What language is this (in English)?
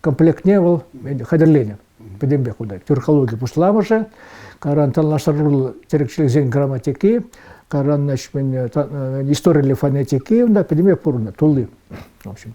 Chuvash